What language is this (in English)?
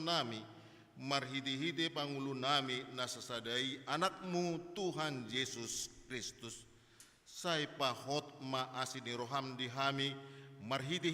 Batak Toba